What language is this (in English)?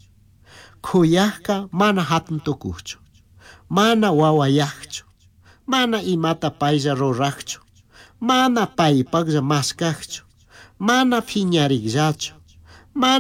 Chimborazo Highland Quichua